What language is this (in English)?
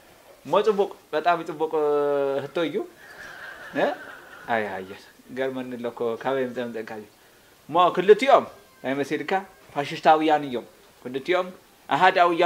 Tigrinya